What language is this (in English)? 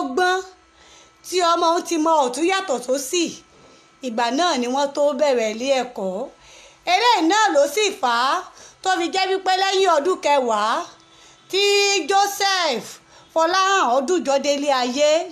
Yoruba